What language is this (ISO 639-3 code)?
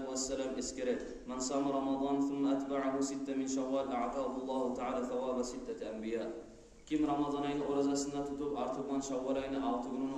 kum